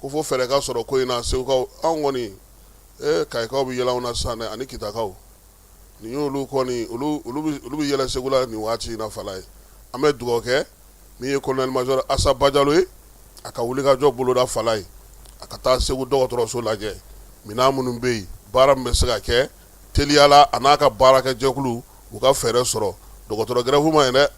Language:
Bambara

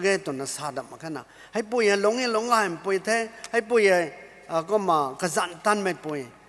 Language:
Rongmei Naga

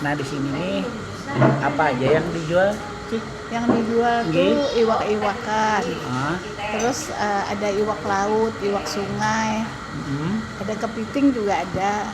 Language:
Banjar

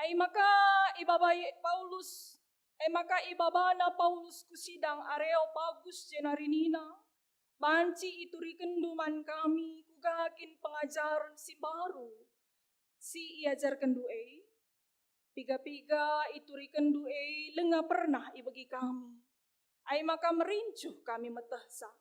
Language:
Batak Karo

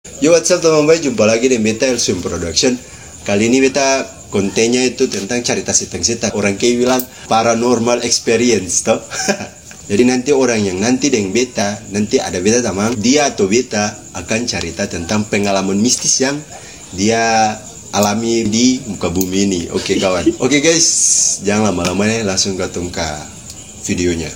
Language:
Ambonese Malay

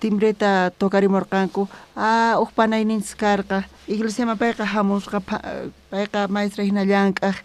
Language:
South Bolivian Quechua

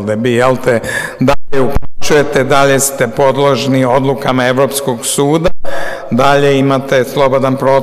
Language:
Serbian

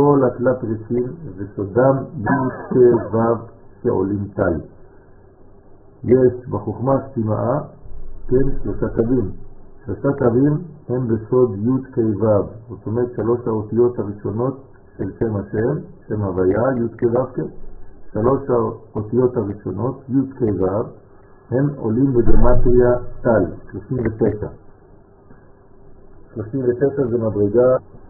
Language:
Hebrew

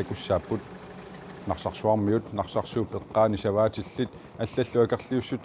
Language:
Kalaallisut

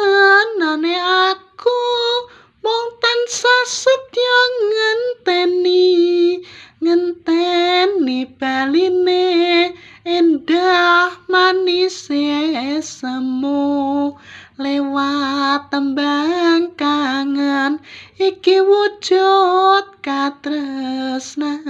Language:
Javanese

